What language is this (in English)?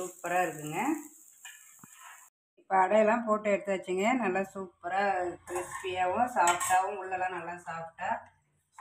Tamil